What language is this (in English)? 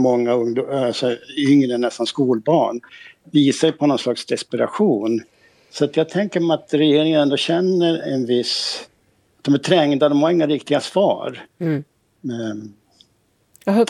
Swedish